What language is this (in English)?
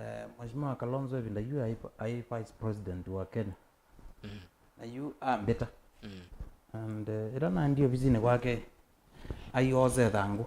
Kamba